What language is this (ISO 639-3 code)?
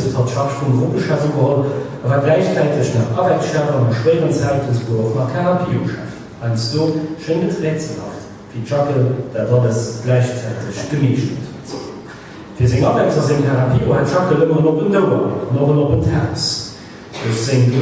ltz